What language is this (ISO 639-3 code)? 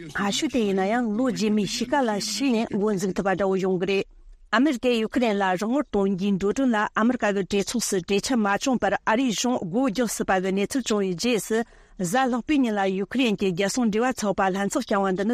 bod